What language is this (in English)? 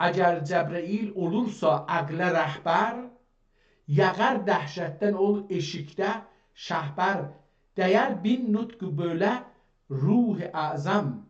South Azerbaijani